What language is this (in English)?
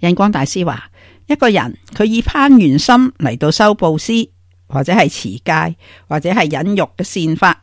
Cantonese